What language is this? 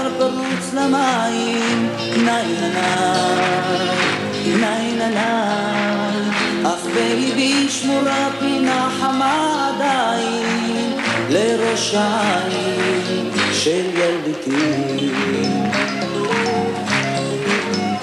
Hebrew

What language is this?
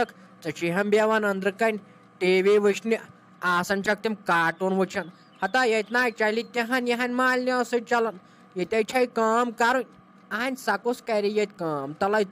Kashmiri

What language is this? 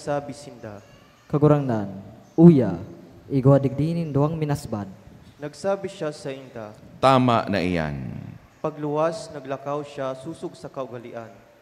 Bikol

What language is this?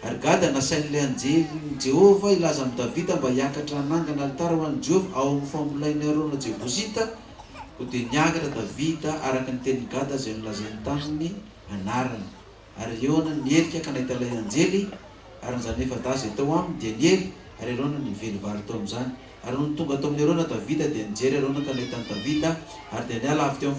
Malagasy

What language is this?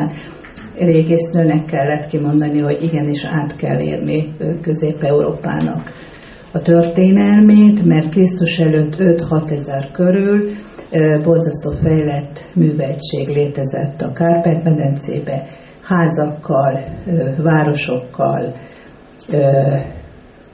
Hungarian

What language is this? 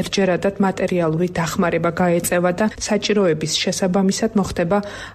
Georgian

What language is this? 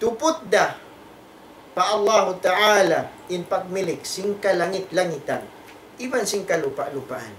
Tausug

